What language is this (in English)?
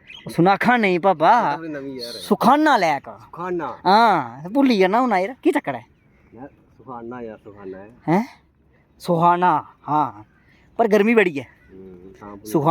Dogri